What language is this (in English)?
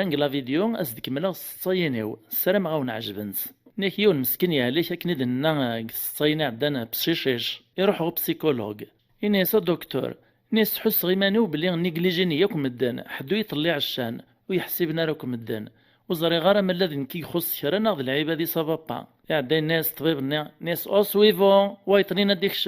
Kabyle